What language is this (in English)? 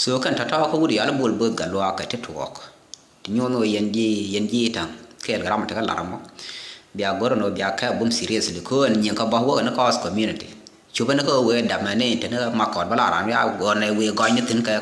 Nuer